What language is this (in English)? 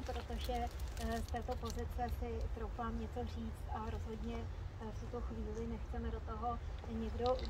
Czech